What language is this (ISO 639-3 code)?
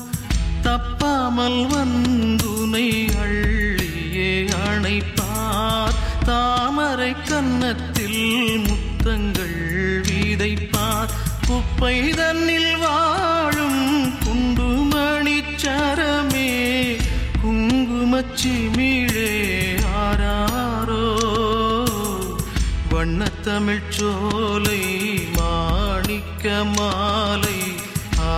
tam